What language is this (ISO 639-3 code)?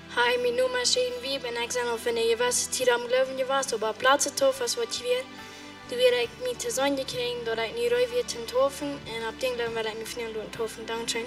pdt